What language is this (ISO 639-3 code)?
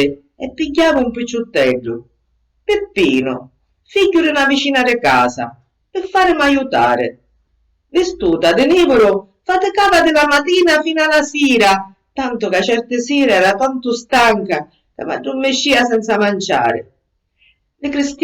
scn